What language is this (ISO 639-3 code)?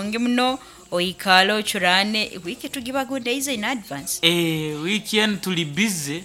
nyn